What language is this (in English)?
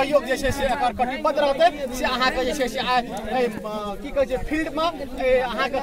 Maithili